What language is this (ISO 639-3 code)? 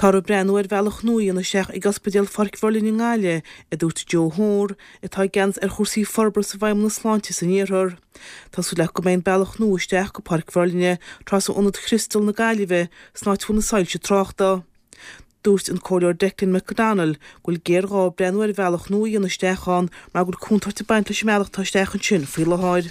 gle